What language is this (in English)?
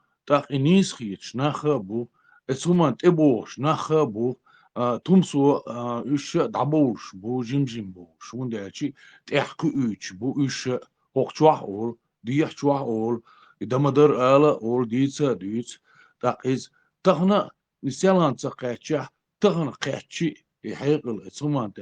Chechen